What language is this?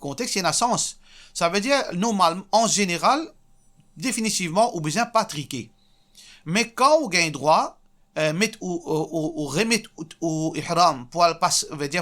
Morisyen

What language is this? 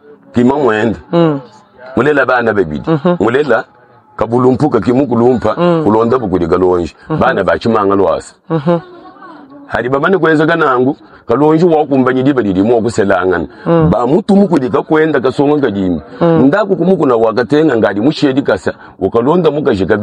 Luba-Lulua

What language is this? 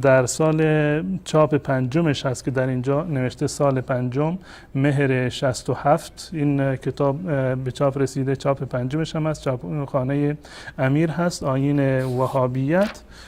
Persian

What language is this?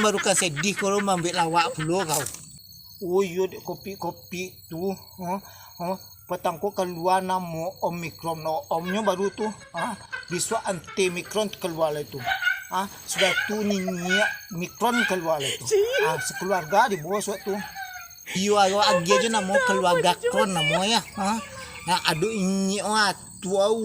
Minangkabau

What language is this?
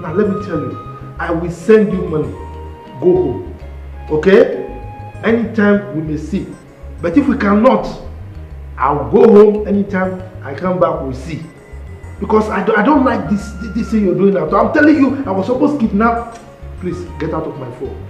Nigerian Pidgin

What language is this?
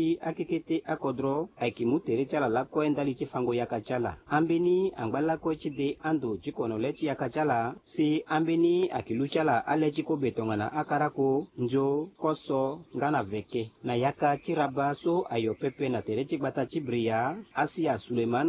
Sango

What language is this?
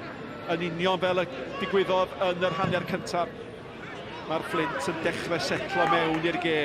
Welsh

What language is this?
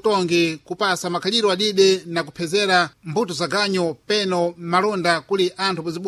Sena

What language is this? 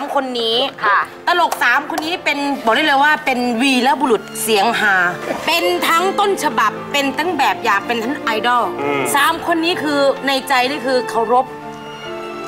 Thai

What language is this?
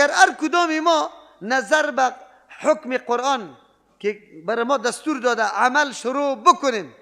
Persian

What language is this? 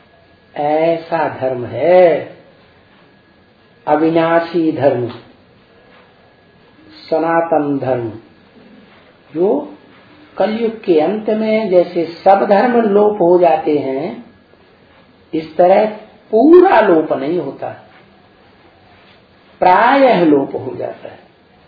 Hindi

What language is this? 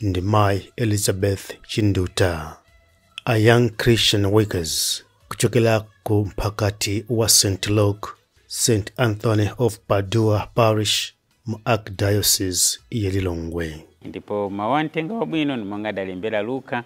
Nyanja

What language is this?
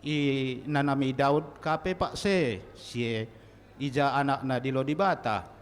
Batak Karo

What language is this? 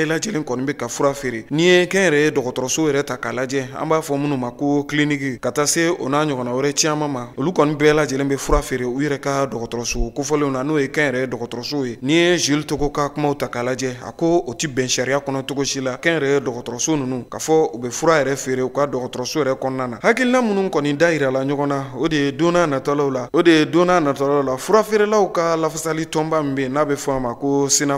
Bambara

